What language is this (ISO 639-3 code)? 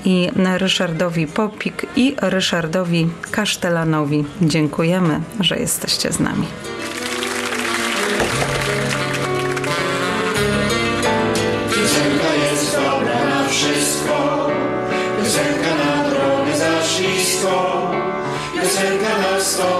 pol